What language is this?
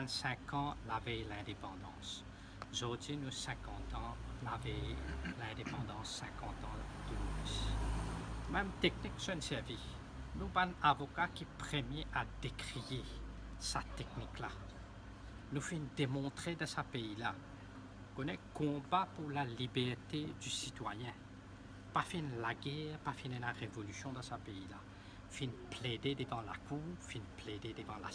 Morisyen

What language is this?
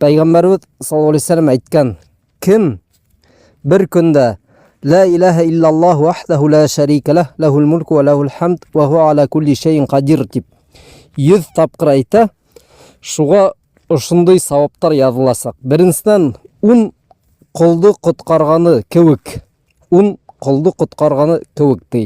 Bashkir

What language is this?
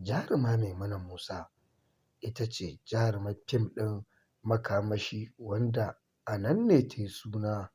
Hausa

